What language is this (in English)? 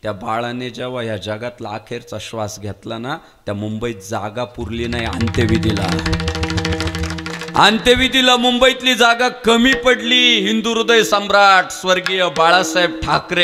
Marathi